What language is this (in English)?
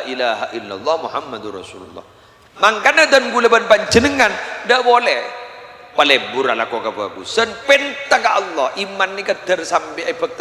Madurese